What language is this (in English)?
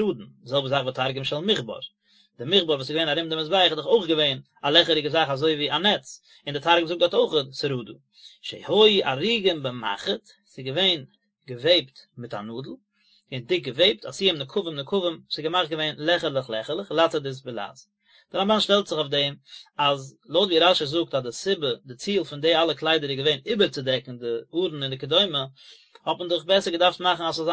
Yiddish